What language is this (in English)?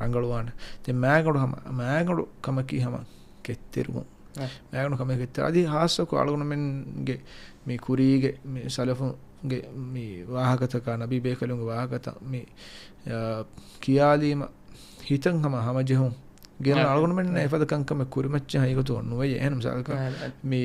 Divehi